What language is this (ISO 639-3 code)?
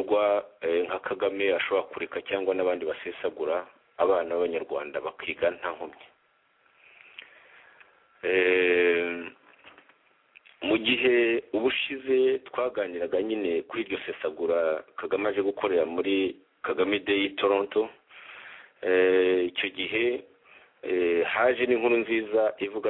kin